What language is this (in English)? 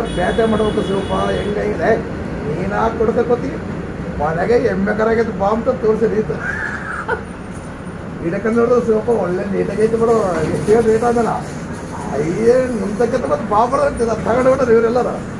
Kannada